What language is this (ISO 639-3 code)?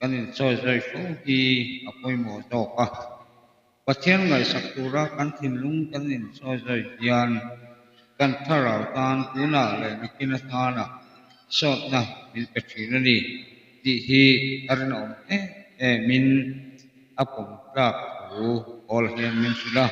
lus